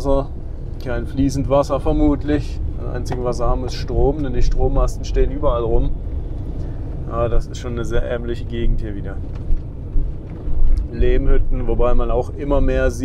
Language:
German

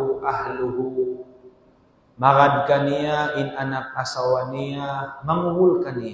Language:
Tausug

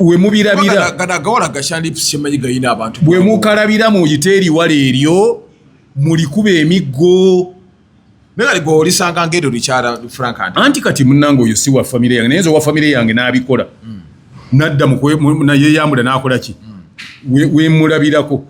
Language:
Ganda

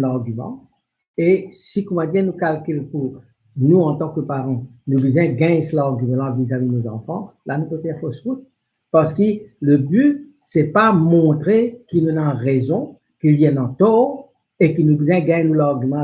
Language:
Morisyen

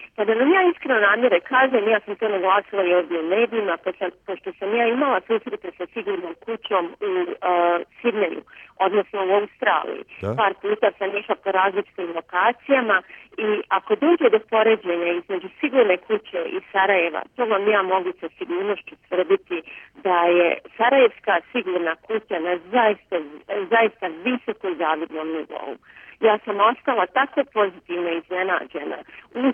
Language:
Bosnian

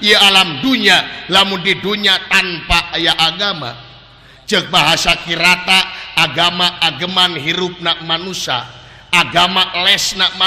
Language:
Sundanese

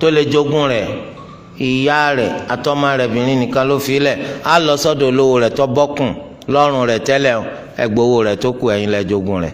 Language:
Yoruba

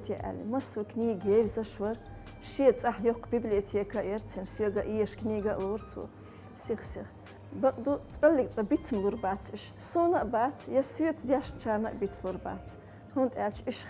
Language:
Chechen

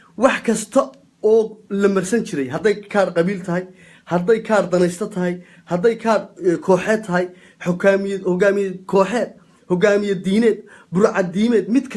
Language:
Somali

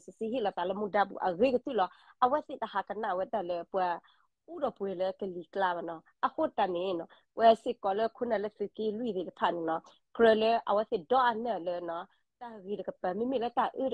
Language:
S'gaw Karen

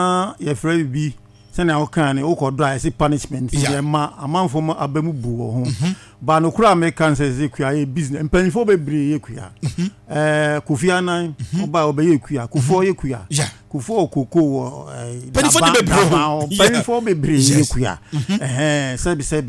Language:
Akan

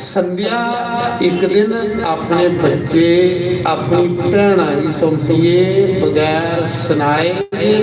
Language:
Dogri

